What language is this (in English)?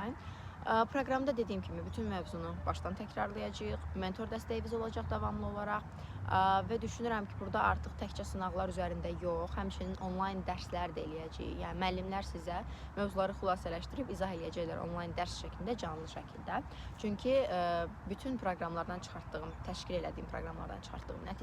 Azerbaijani